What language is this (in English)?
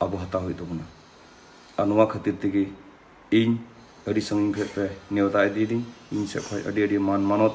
Santali